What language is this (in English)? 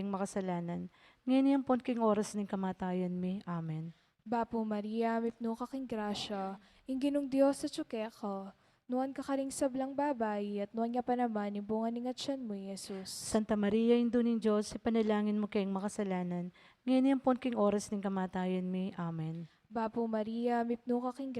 Pampanga